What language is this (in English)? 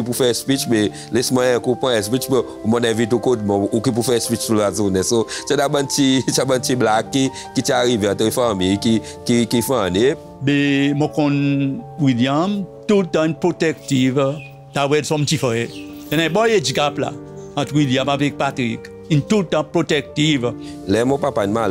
Seselwa Creole French